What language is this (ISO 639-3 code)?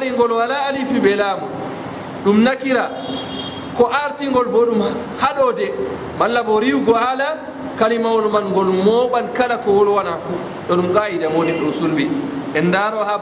ful